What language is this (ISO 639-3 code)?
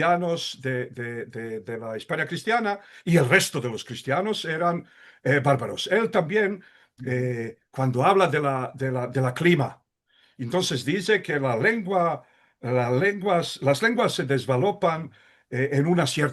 lad